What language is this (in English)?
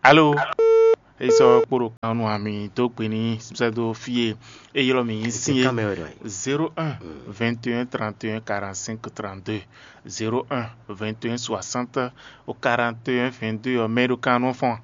Fon